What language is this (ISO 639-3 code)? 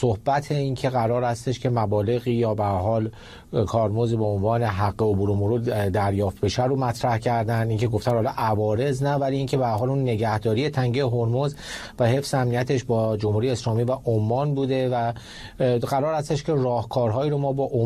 fas